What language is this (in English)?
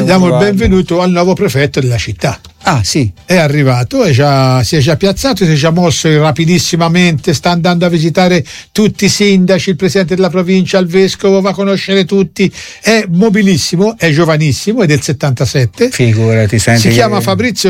Italian